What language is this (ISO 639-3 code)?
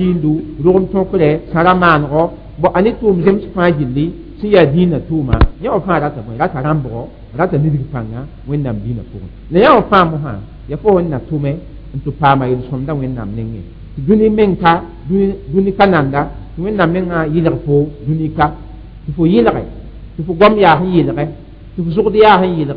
mos